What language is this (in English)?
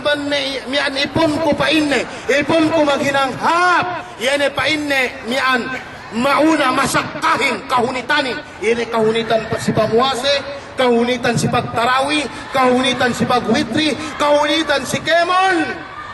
Yakan